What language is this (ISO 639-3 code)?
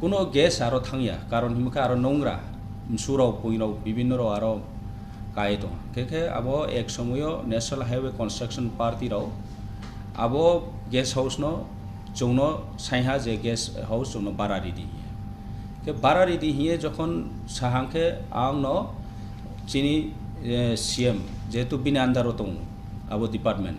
ria